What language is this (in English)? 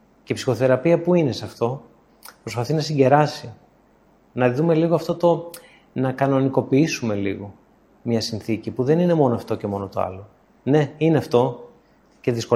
Greek